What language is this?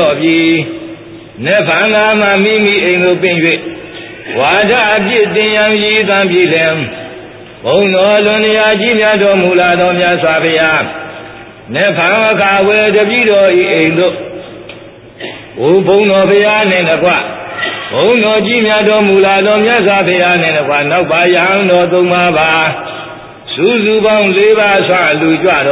Burmese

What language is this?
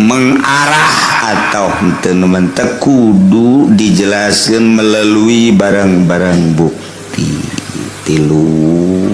Sundanese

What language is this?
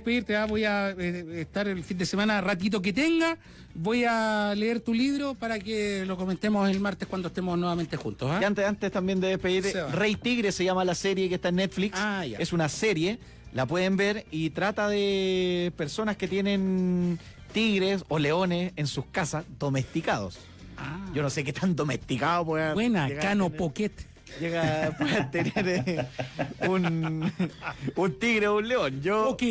Spanish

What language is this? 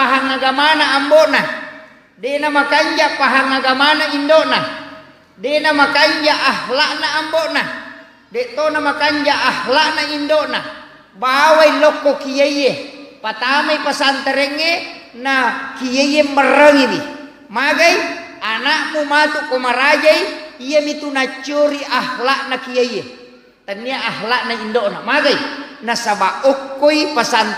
Buginese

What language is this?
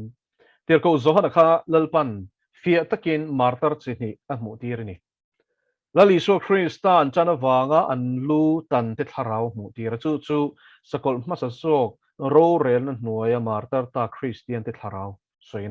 Mizo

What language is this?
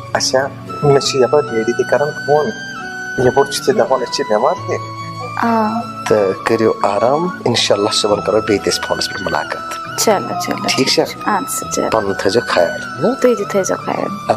Kashmiri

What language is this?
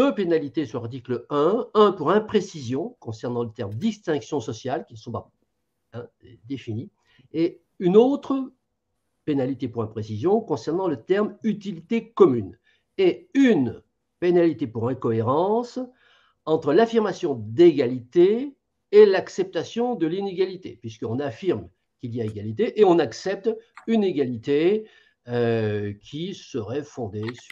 French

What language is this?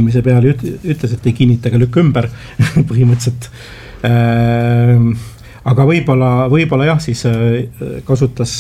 Estonian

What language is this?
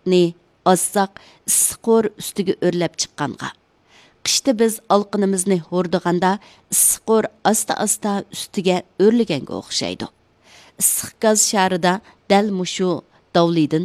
Uyghur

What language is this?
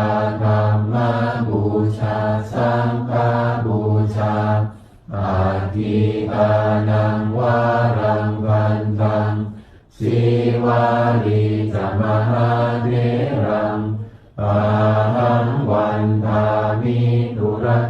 Pali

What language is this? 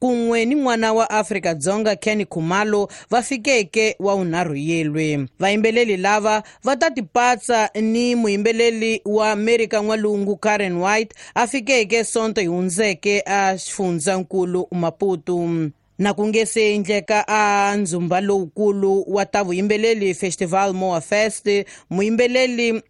Tsonga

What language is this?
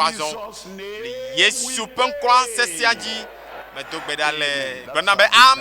Ewe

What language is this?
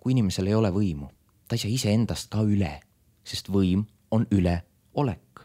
Estonian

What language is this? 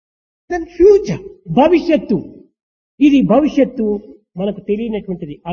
Telugu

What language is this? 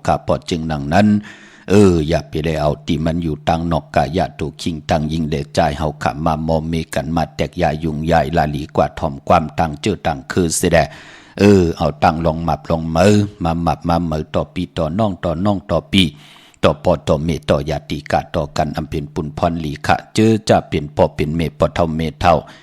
Shan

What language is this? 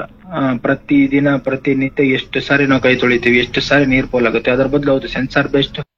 Kannada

